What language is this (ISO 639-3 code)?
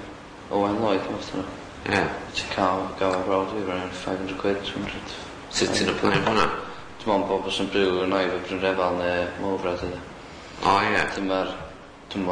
cym